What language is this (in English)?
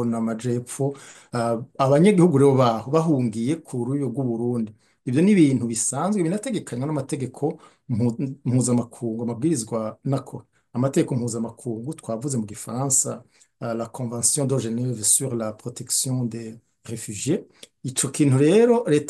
Rundi